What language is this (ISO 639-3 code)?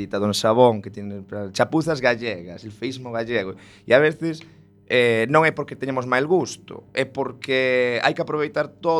glg